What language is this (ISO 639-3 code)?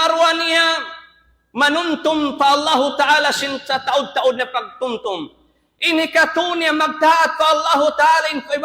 tsg